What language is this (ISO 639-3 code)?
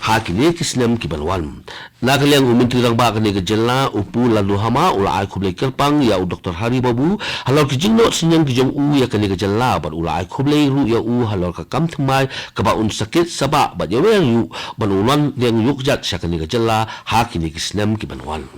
kha